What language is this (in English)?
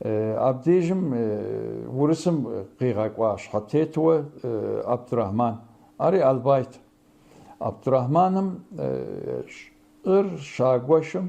Kabardian